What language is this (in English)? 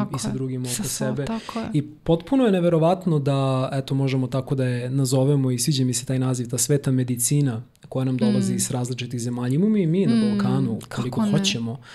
Serbian